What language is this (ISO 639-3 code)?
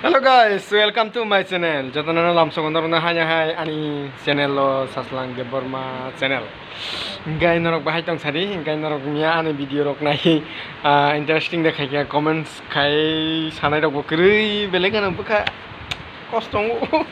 trp